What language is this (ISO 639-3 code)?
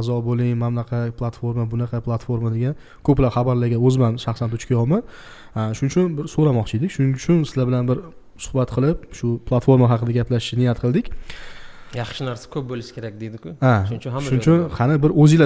uzb